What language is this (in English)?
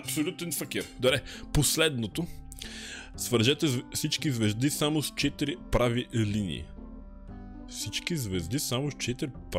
Bulgarian